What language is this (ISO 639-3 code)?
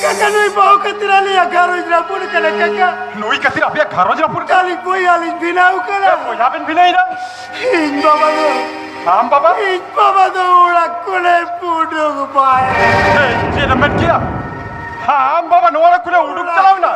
sat